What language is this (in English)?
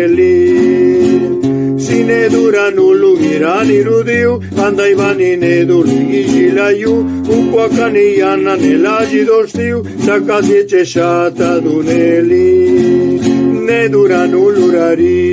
Zapotec